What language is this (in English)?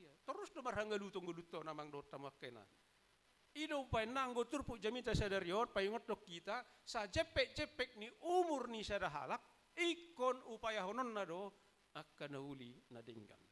Batak Toba